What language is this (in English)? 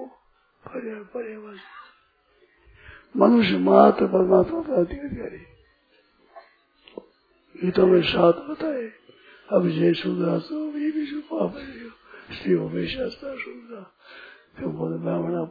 Hindi